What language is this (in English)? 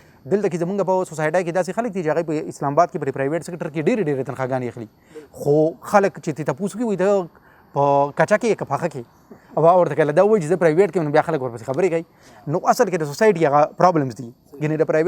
Pashto